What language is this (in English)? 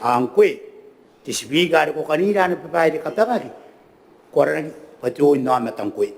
Gilbertese